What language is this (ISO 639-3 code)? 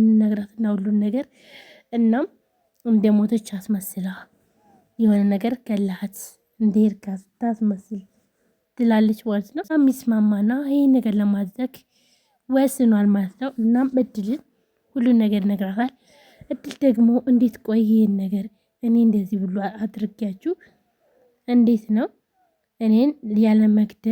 amh